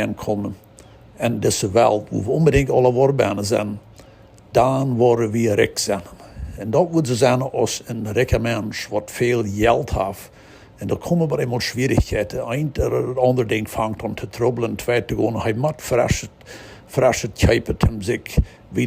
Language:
Plautdietsch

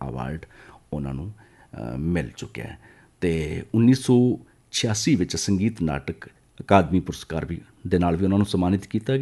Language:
Punjabi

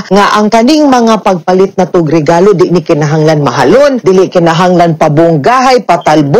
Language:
Cebuano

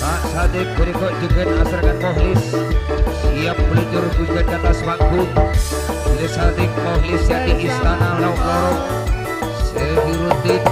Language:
Madurese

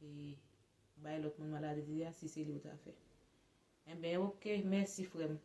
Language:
Haitian Creole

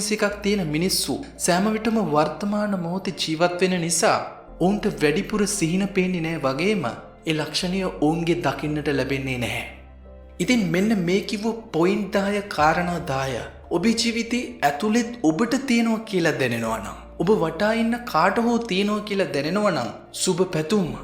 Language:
Sinhala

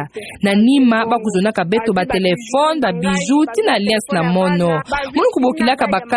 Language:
Kituba (Democratic Republic of Congo)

